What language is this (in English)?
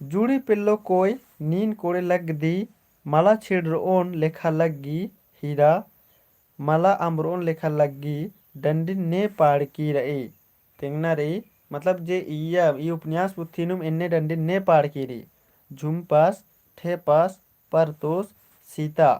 Kurukh